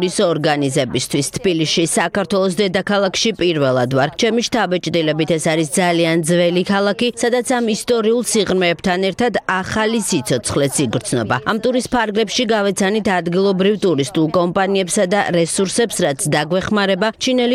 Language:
Georgian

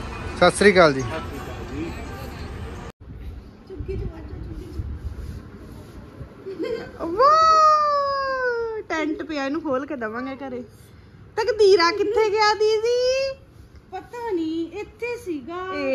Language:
Punjabi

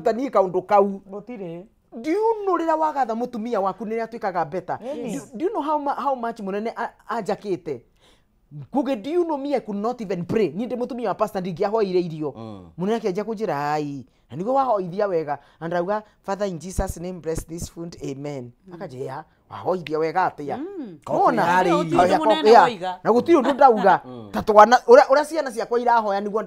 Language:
Kikuyu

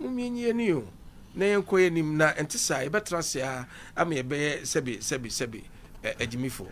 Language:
Akan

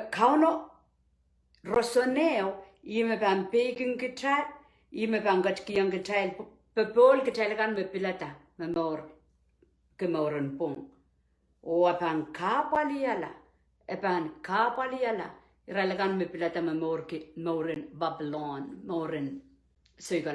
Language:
Pohnpeian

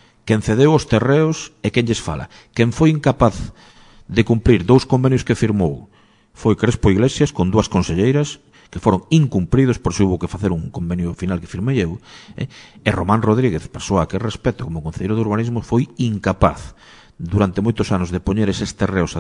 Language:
Galician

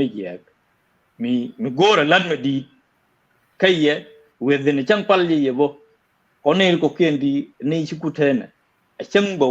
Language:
Nuer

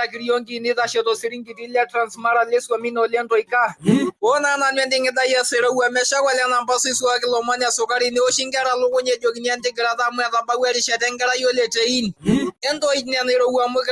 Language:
Masai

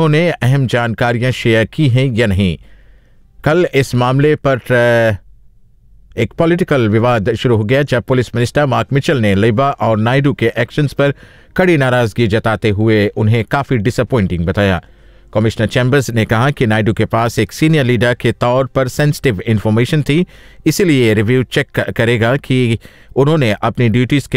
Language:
Hindi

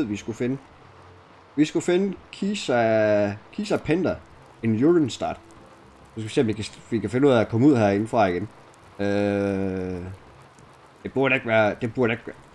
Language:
Danish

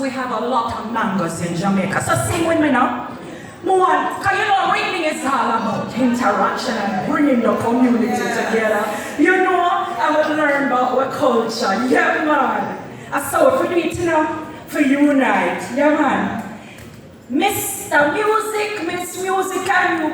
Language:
Jamaican Creole English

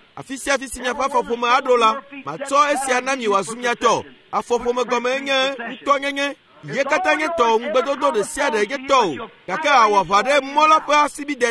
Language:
Ewe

